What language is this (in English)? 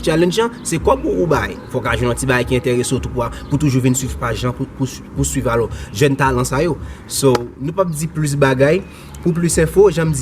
Haitian Creole